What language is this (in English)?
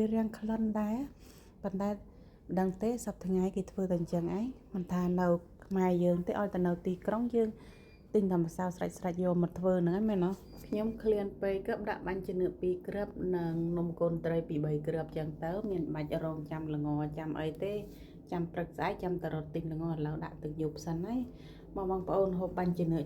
Khmer